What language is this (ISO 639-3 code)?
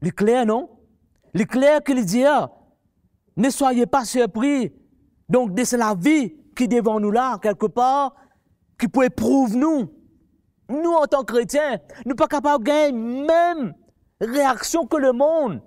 mfe